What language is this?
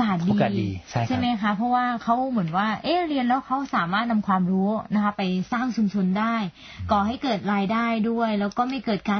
Thai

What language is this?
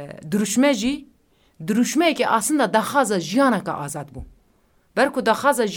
Kurdish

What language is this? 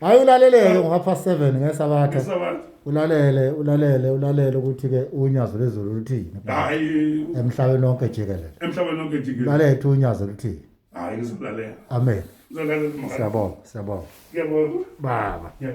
Zulu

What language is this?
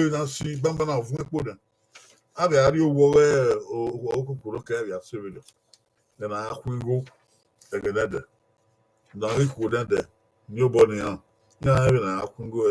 Bini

